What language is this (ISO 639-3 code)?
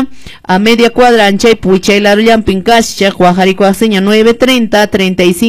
que